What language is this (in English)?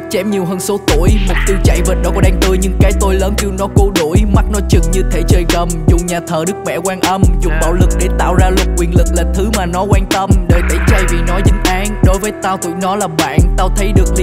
Vietnamese